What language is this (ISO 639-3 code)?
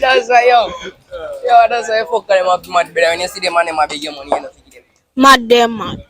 jam